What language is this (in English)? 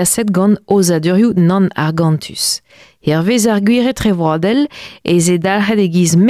Breton